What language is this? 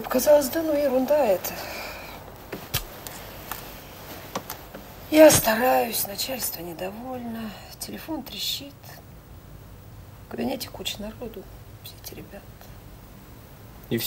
Russian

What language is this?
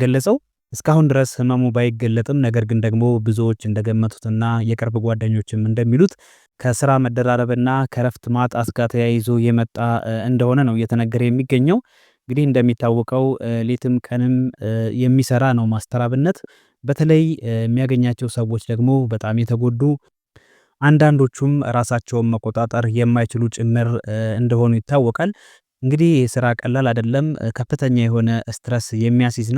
Amharic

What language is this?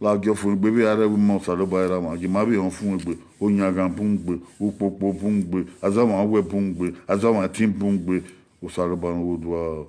Bini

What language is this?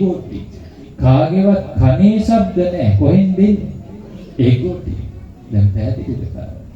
Sinhala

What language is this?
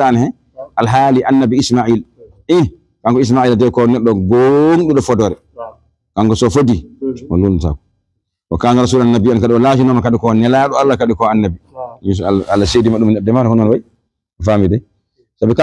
Fula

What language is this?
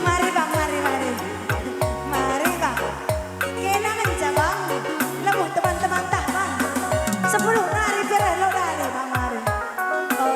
Batak Karo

